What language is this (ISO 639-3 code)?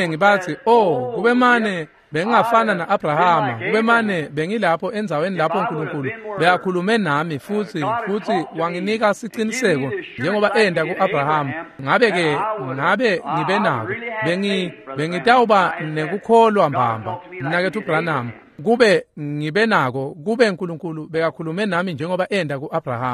ssw